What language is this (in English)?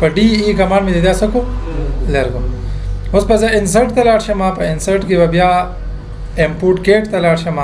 Pashto